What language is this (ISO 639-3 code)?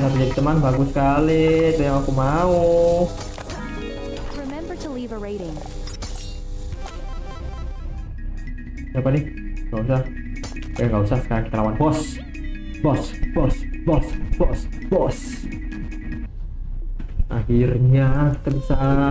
ind